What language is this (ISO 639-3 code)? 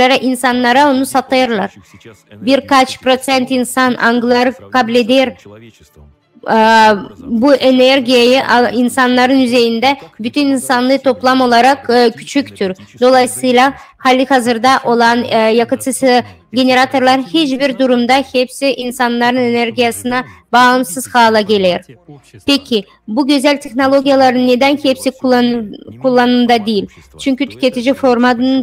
gag